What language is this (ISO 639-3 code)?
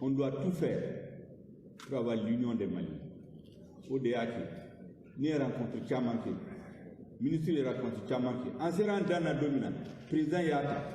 bam